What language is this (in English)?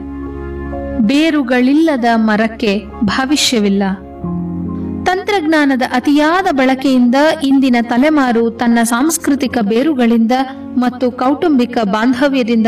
Kannada